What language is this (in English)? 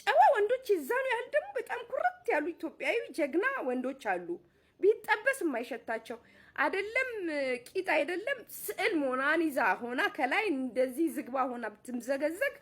Amharic